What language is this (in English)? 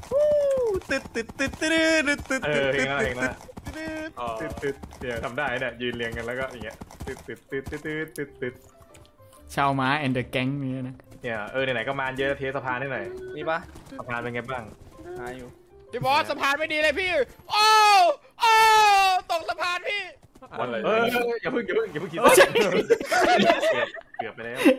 Thai